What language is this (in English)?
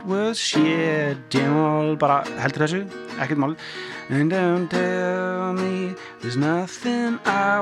Icelandic